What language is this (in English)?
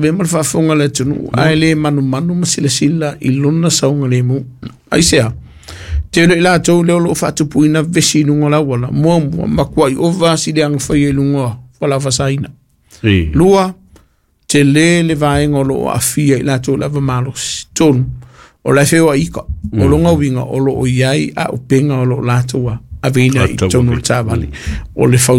Samoan